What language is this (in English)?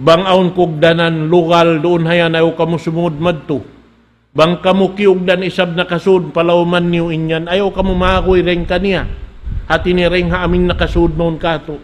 Tausug